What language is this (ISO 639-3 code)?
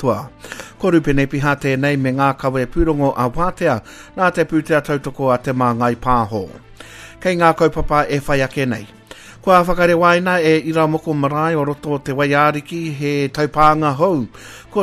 mri